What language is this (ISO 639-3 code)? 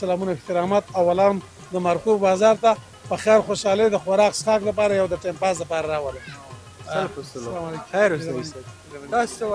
pus